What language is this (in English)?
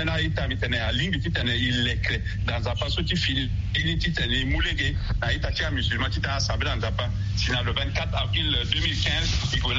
Sango